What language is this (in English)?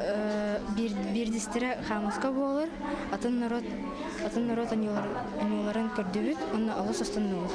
Yakut